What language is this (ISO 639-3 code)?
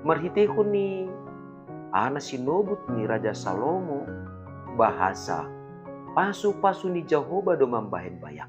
bts